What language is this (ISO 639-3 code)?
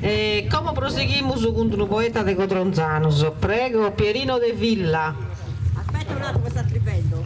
srd